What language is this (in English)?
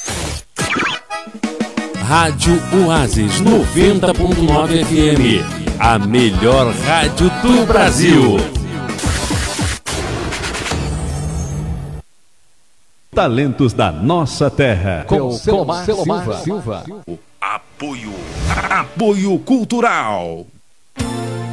Portuguese